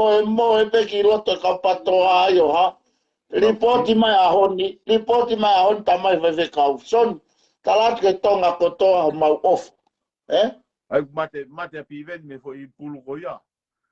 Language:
Tongan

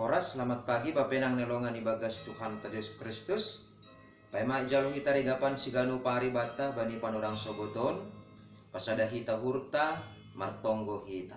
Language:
Batak Simalungun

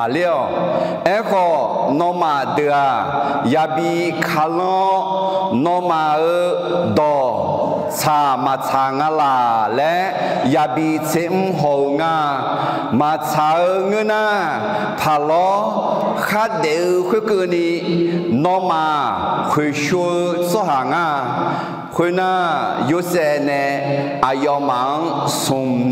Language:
Akha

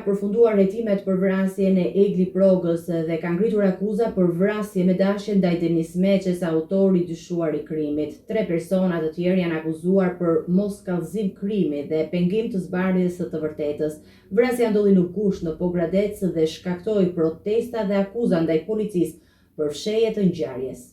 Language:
Albanian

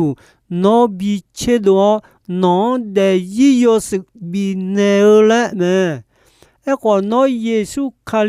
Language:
Akha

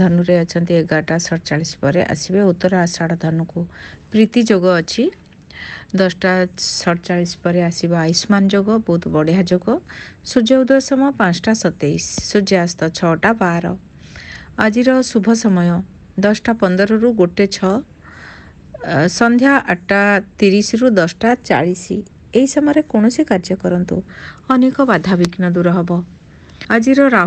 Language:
Odia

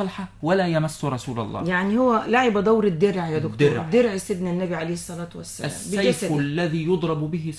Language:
Arabic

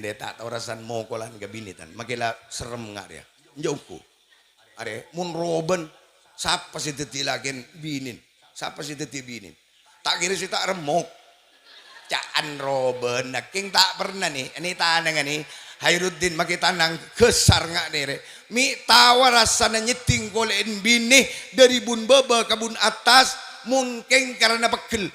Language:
Madurese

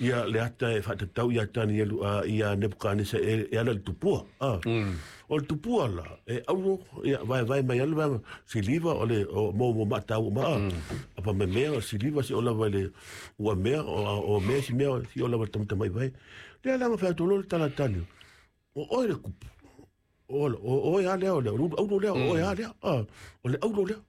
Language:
Samoan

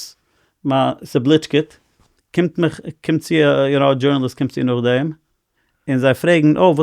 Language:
Yiddish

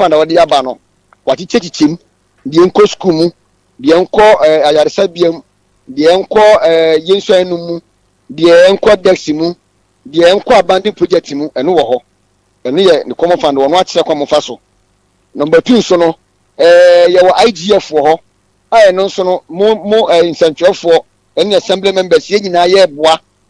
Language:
Akan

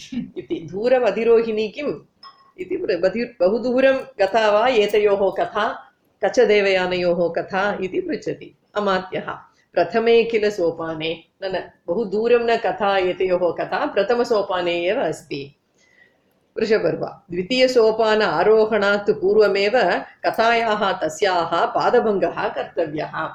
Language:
Sanskrit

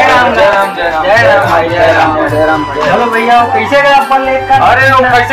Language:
Chhattisgarhi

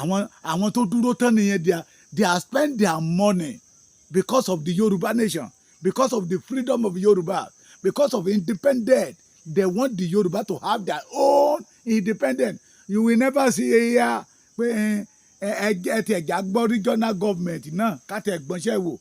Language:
Yoruba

